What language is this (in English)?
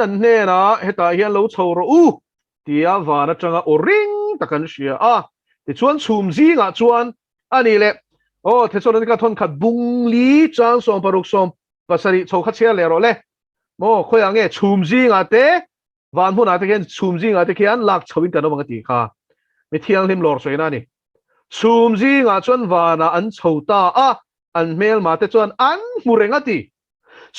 Mizo